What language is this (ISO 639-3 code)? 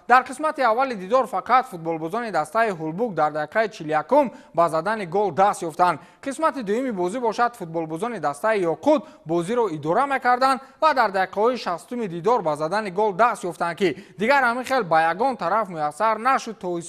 tgk